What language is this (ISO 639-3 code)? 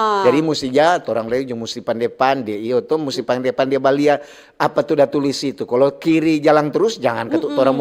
xmm